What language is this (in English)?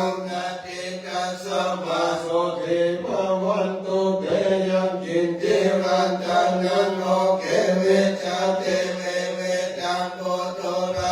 Pali